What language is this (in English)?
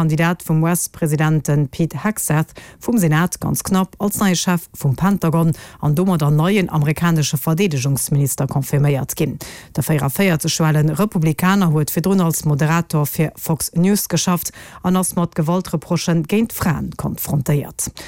Luxembourgish